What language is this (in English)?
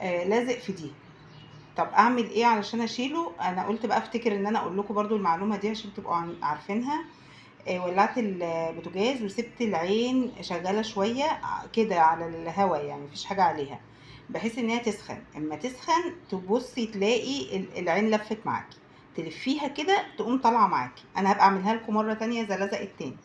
Egyptian Arabic